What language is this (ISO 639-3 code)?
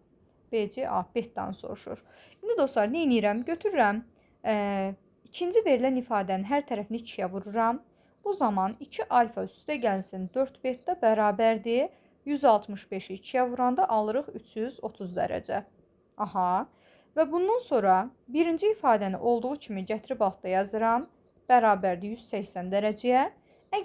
aze